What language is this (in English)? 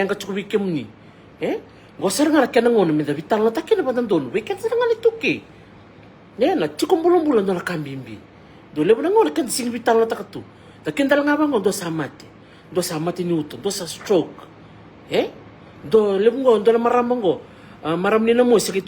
Fijian